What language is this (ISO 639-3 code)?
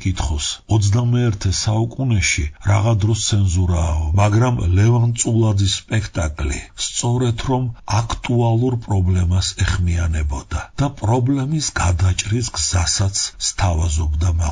kat